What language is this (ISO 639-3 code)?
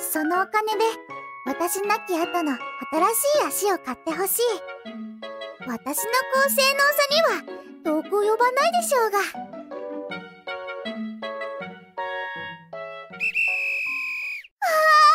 jpn